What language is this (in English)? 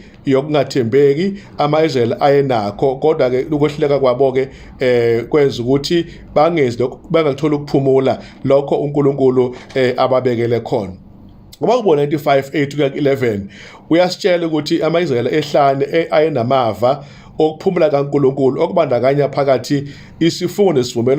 Zulu